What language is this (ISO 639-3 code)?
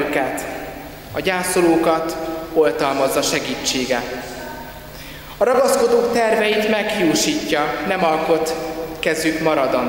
hun